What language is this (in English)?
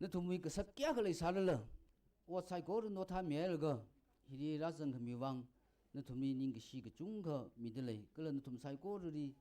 Tangkhul Naga (India)